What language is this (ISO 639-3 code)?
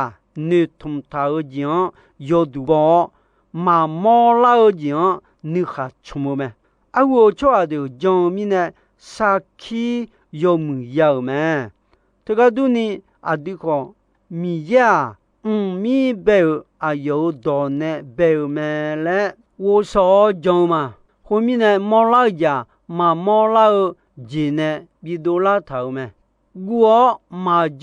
ahk